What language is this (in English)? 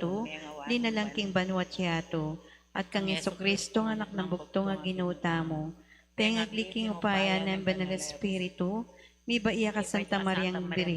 Pampanga